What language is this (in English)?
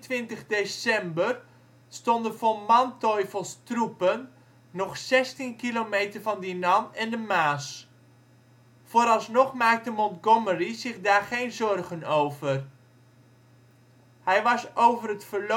Dutch